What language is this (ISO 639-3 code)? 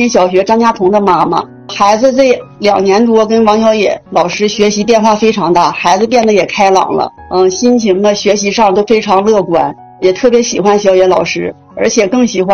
zho